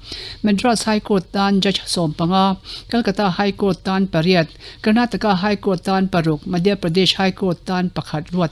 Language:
Mizo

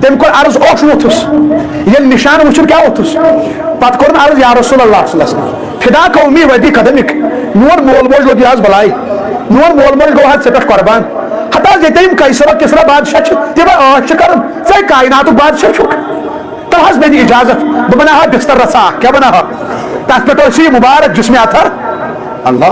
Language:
Kashmiri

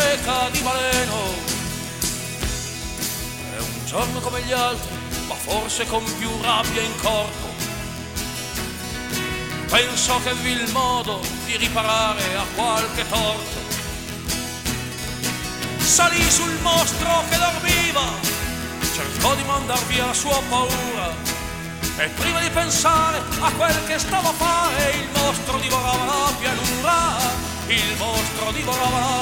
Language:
Italian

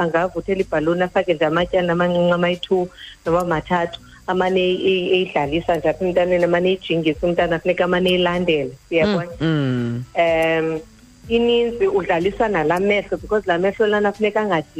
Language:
Xhosa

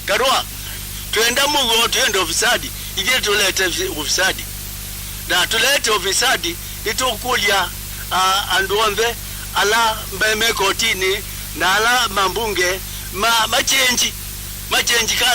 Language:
Kamba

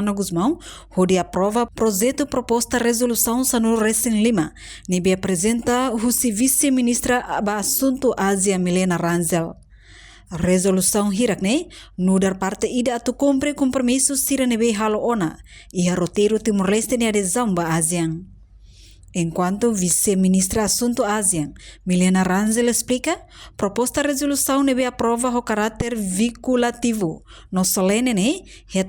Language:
Tetum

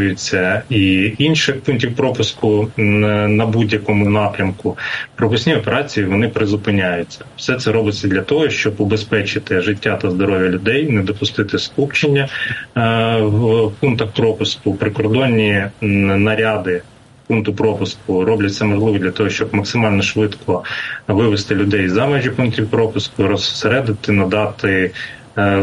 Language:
Ukrainian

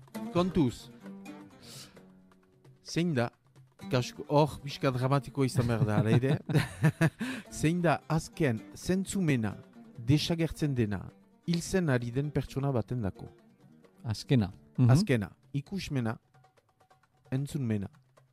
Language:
Basque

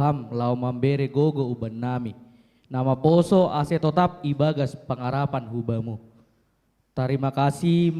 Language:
Batak Simalungun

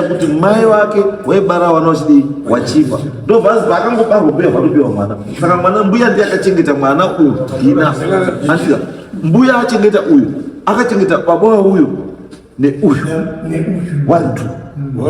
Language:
Shona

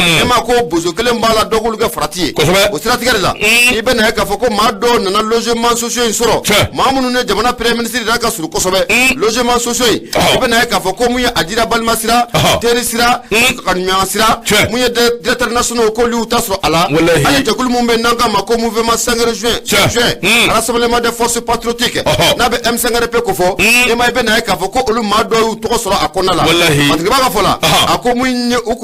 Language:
Bambara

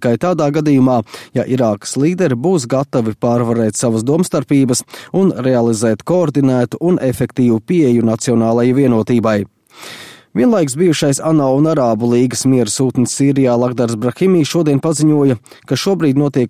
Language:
Latvian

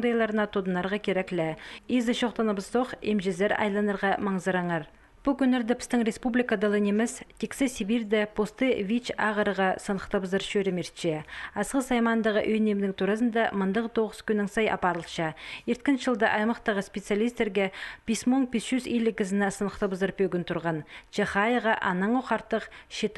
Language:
Khakas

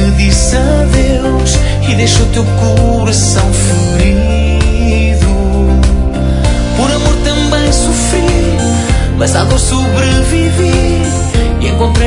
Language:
Portuguese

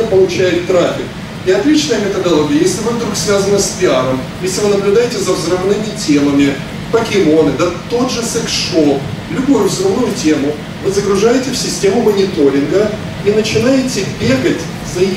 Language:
Russian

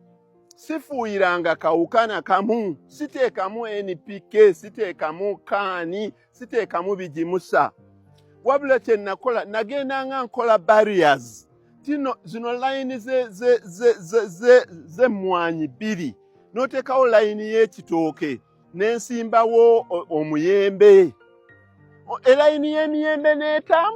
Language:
Ganda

